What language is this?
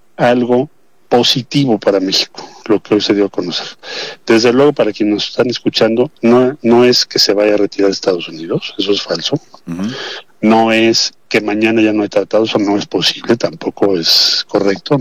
Spanish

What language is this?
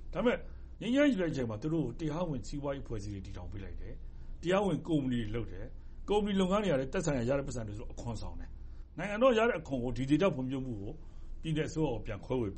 Burmese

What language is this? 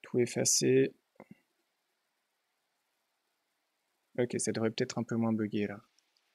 French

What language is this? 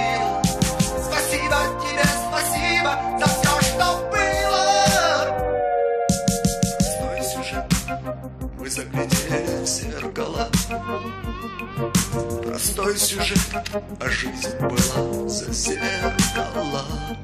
Russian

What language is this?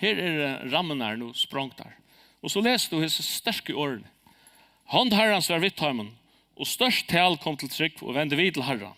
Faroese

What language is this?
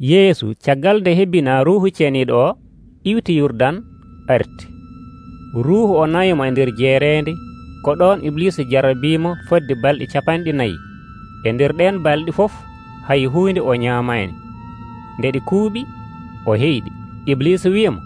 Nigerian Fulfulde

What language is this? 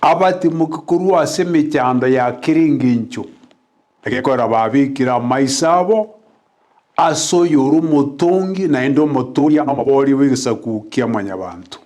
Gusii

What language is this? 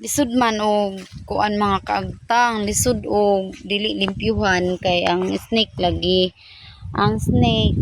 Cebuano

